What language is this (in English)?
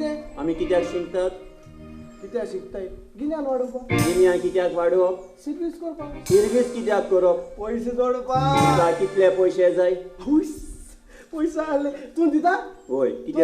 Konkani